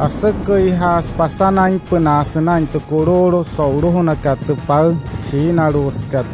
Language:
Wayuu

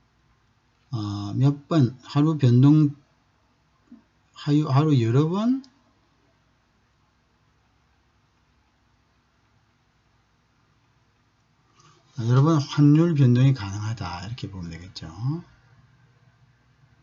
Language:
Korean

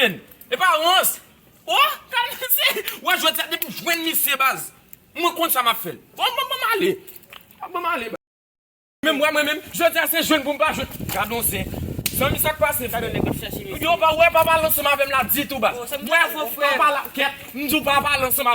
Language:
Haitian Creole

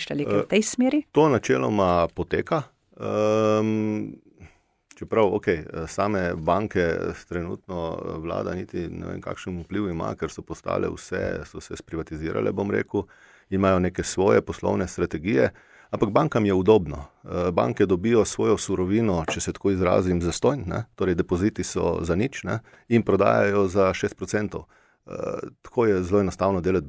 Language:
Slovenian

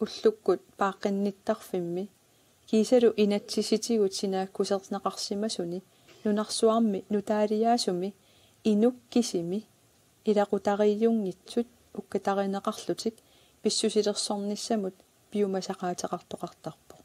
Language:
Kalaallisut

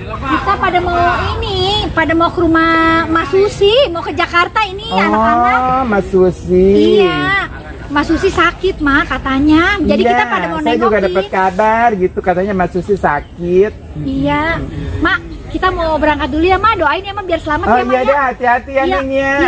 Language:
Betawi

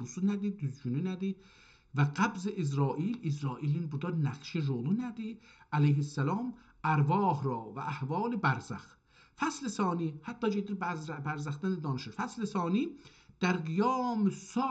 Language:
South Azerbaijani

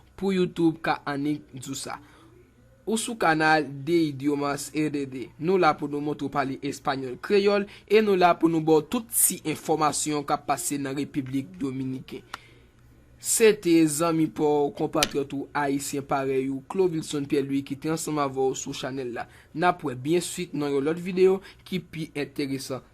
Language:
Haitian Creole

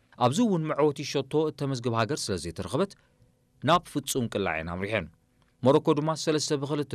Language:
Tigrinya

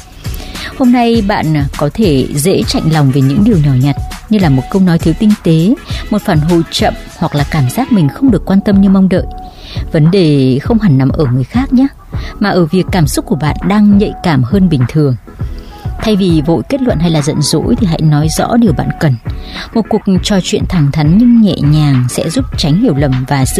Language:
Vietnamese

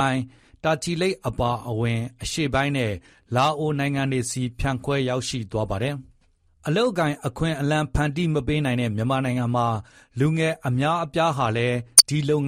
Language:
Burmese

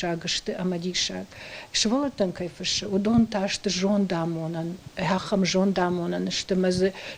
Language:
Ossetic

